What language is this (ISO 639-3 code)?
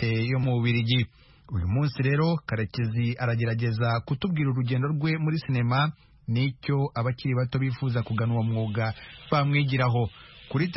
kin